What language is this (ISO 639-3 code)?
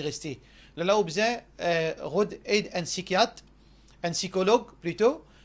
mfe